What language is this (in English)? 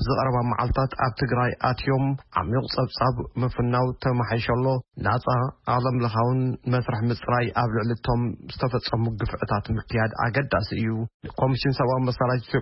Tigrinya